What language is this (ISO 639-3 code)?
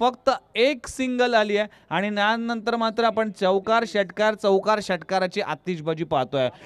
mar